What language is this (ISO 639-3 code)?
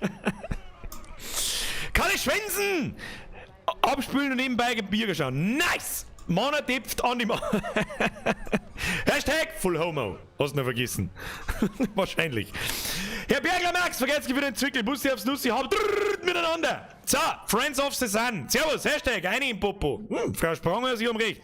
bar